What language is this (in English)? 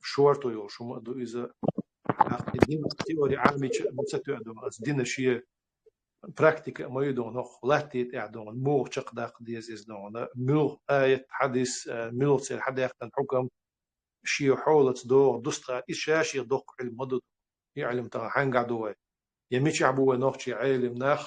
Chechen